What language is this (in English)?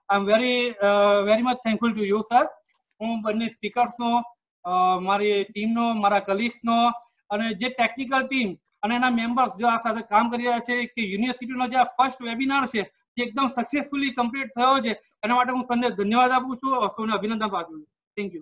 Gujarati